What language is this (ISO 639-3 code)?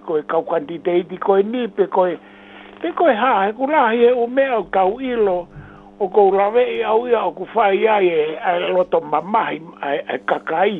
ton